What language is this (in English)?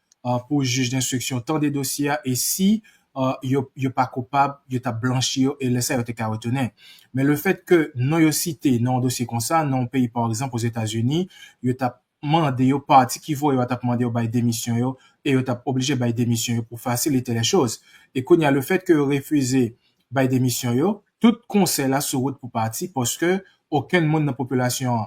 Haitian Creole